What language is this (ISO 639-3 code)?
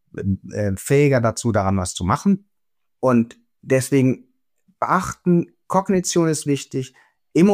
deu